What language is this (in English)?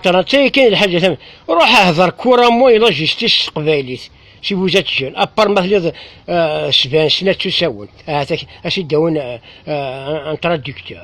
Kabyle